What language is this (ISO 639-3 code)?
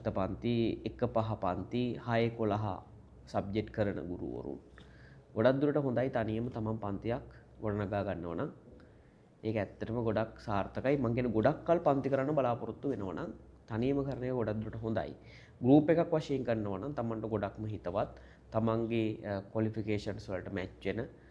sin